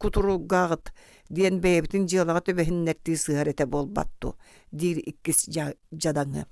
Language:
Yakut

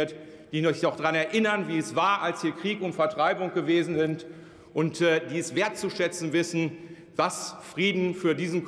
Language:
German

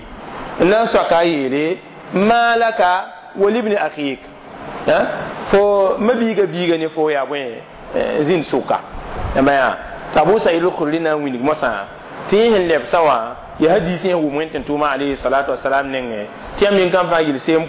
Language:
Mossi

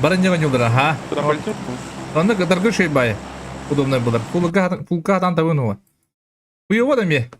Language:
Yakut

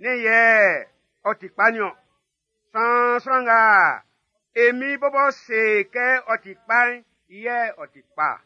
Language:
Baoulé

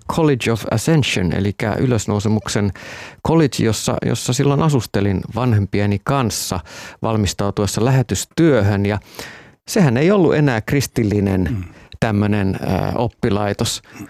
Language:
Finnish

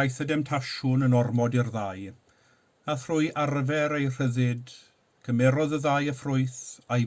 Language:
Welsh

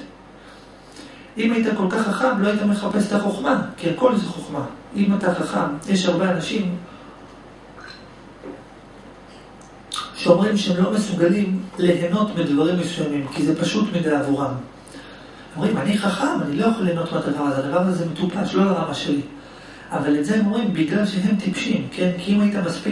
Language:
Hebrew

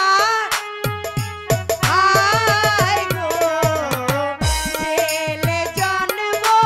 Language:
Bangla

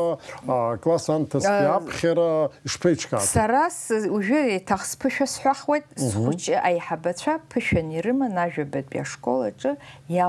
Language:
Abkhazian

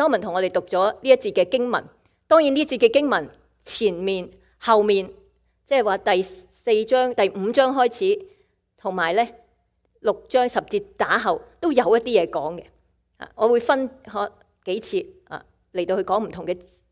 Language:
Cantonese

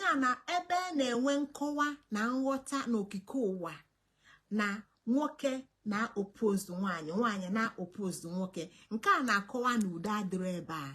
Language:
Igbo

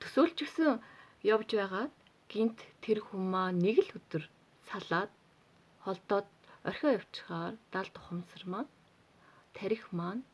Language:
Mongolian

